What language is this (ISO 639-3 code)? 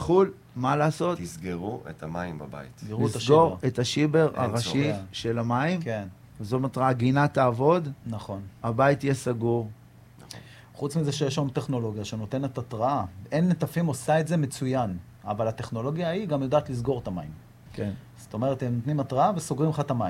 heb